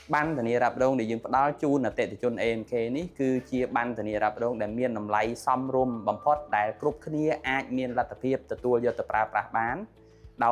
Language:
Khmer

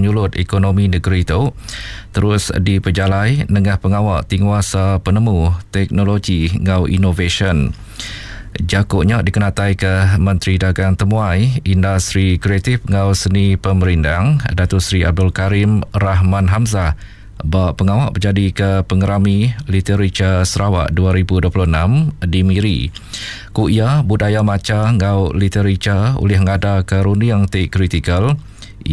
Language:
Iban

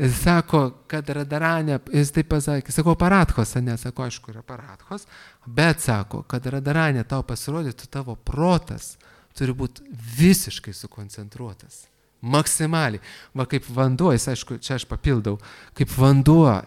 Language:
Lithuanian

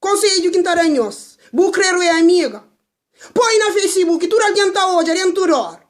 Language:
Kabuverdianu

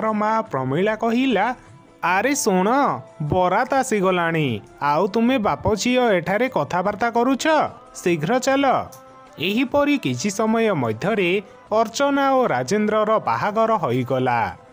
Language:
Odia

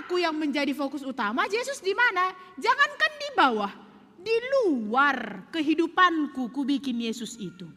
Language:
Batak Simalungun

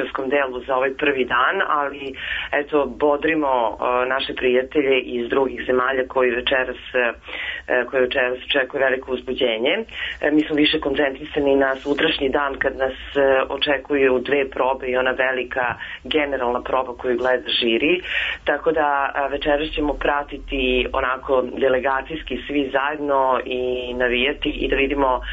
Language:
Serbian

